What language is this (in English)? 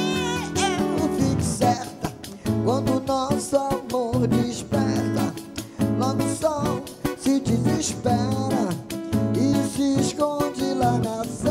Portuguese